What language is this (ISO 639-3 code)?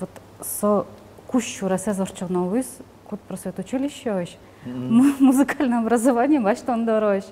udm